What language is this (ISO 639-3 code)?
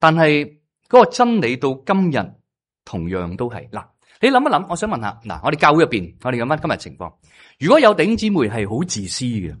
yue